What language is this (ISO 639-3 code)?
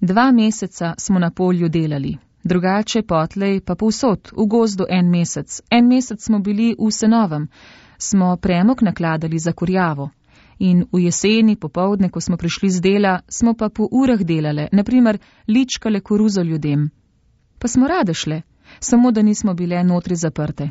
slv